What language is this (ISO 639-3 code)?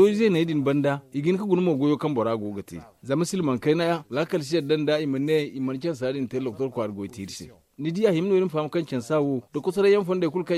dje